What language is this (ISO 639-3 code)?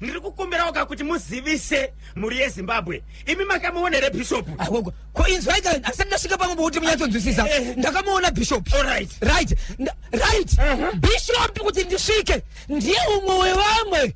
sna